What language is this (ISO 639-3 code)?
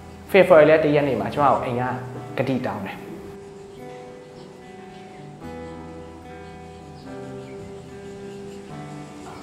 mya